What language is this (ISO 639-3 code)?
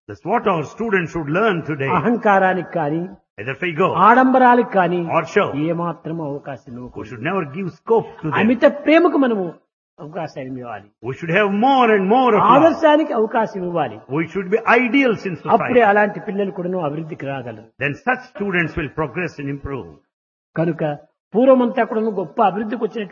tel